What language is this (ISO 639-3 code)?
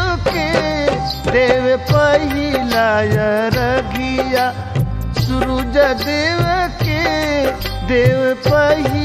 bho